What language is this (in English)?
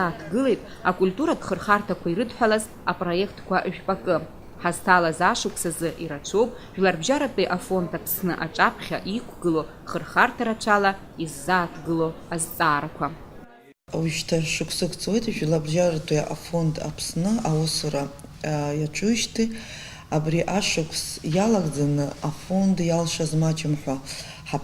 Abkhazian